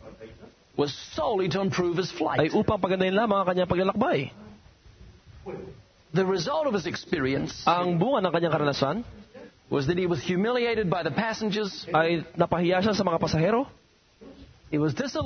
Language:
Filipino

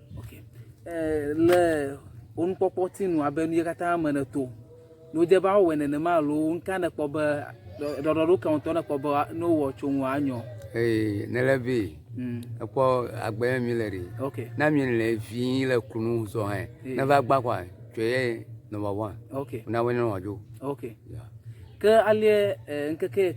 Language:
Ewe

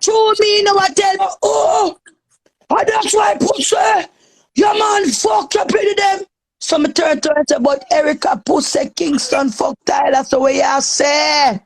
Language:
Jamaican Creole English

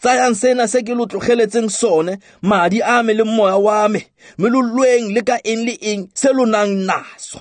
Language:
Tswana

